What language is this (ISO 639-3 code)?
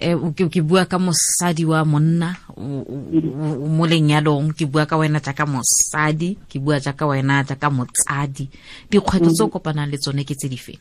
tsn